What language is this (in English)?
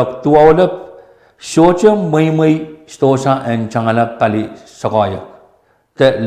Pohnpeian